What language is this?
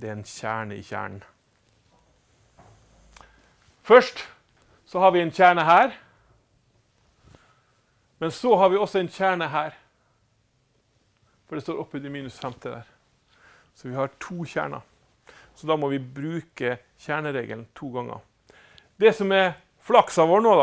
Norwegian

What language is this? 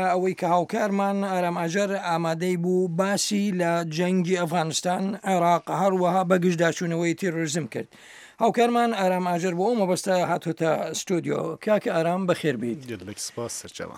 Central Kurdish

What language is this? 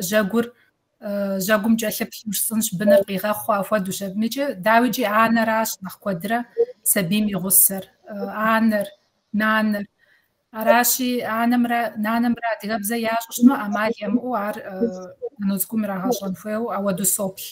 Kabardian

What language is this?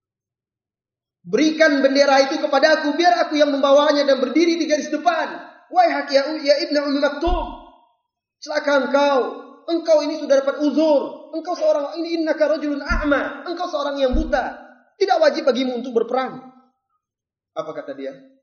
Indonesian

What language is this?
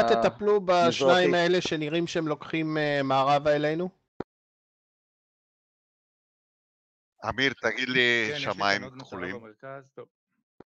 Hebrew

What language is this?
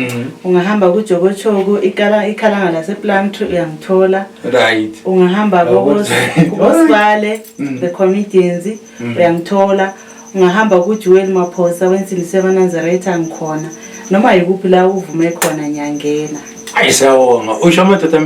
North Ndebele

